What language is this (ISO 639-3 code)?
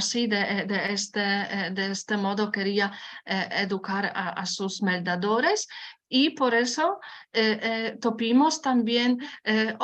lad